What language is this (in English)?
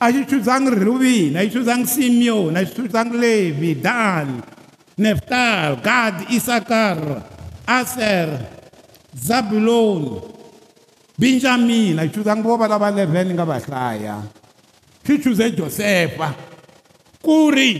Tsonga